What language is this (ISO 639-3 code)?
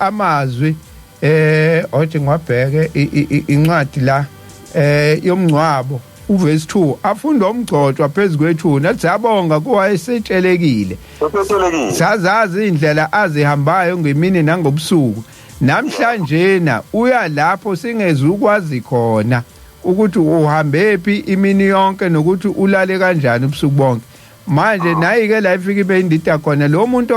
zul